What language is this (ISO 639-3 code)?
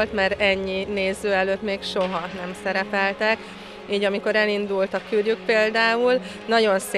hun